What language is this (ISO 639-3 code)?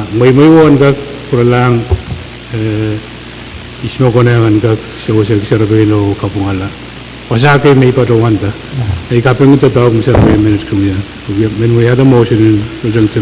pon